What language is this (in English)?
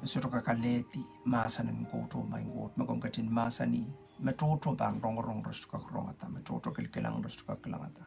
Pohnpeian